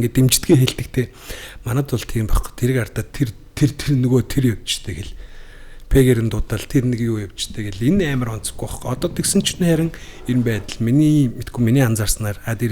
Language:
Mongolian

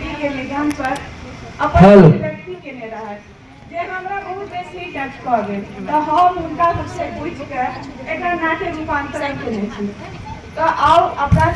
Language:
Maithili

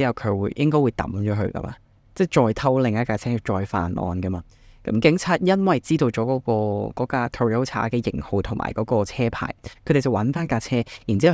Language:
Cantonese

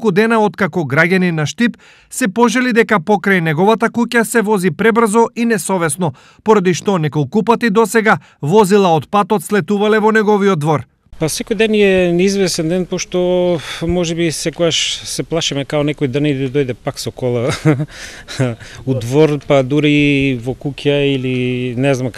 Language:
Macedonian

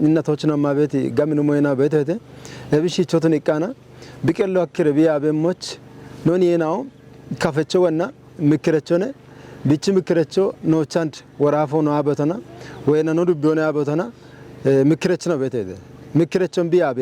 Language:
Kafa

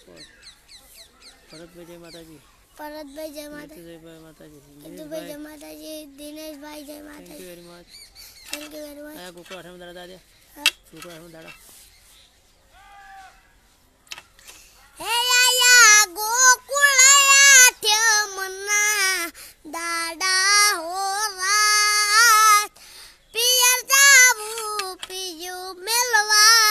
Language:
Gujarati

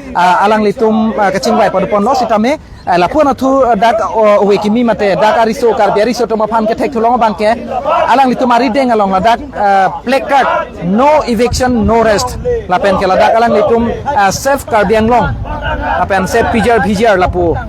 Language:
Karbi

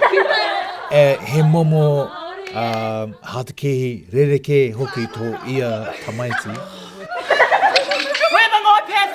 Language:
Māori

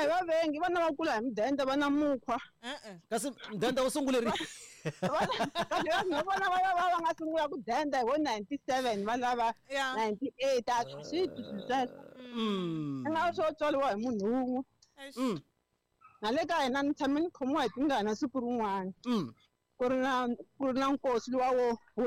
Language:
Tsonga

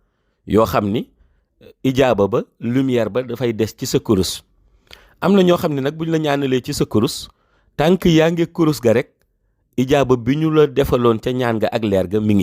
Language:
Wolof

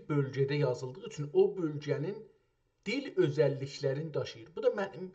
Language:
South Azerbaijani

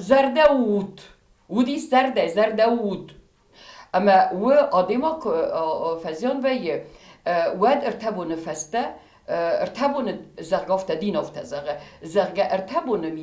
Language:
Ossetic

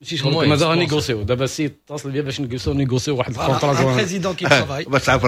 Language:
Moroccan Arabic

